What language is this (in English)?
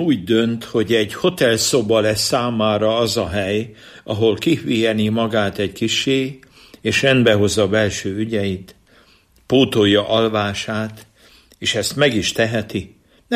Hungarian